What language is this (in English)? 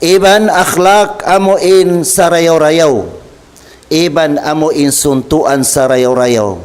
Tausug